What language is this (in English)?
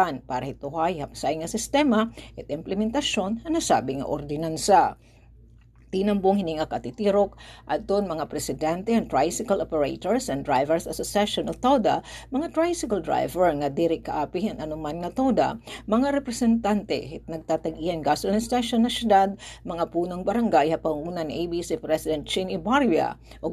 Waray